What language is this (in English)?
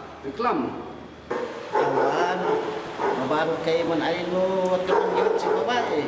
Kankanaey